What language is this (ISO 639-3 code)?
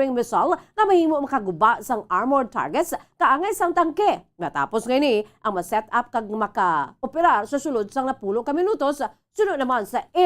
hil